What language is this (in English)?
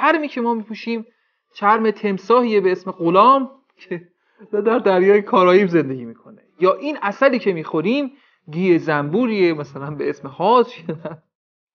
Persian